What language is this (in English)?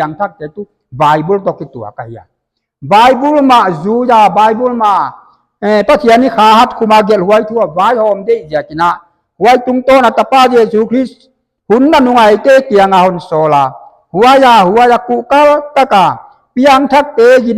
Paite Chin